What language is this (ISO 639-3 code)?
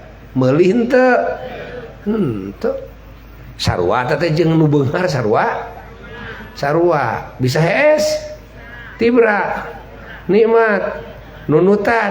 sun